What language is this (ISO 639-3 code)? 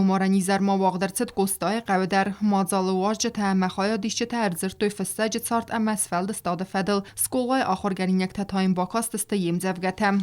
oss